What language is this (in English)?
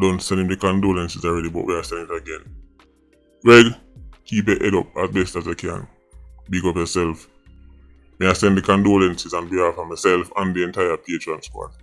Jamaican Creole English